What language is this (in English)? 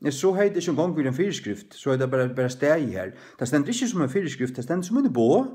Faroese